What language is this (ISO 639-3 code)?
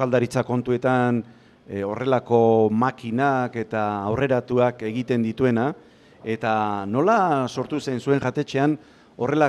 eus